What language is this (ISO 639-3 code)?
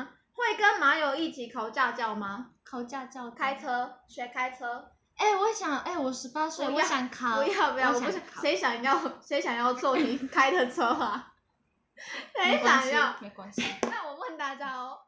zho